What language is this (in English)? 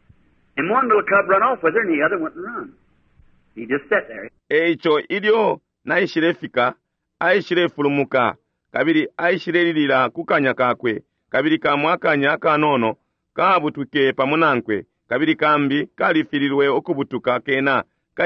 Bemba